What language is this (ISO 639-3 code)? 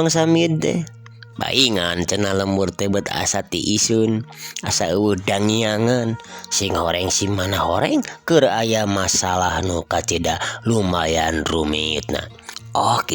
sun